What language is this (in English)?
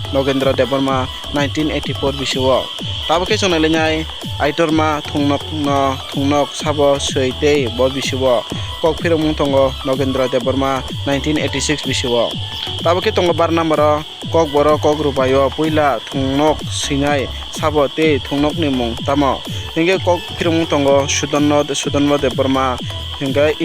Kok Borok